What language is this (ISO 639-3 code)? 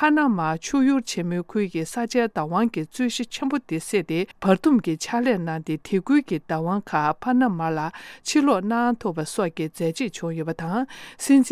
bod